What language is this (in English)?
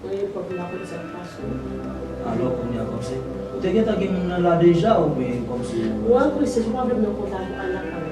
Haitian Creole